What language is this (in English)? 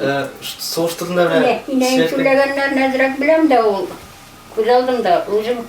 Bashkir